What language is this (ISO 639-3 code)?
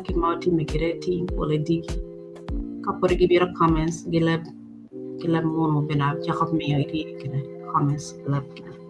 ach